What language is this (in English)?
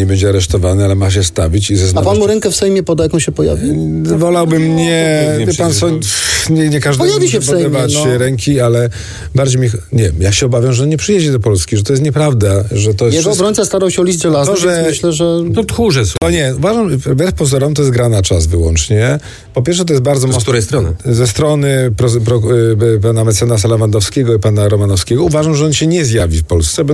Polish